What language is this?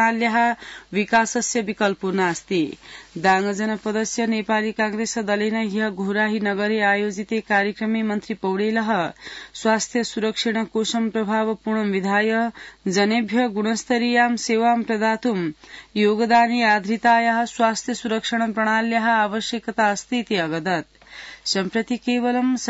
Sanskrit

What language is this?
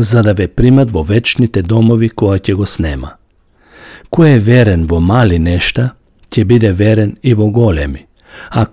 Macedonian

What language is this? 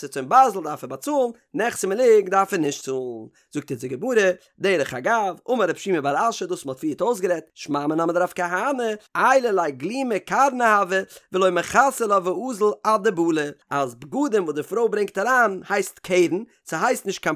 Yiddish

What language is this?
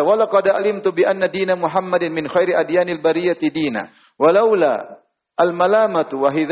Indonesian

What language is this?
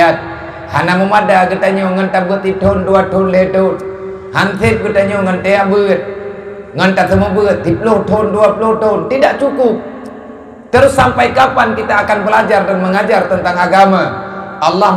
Achinese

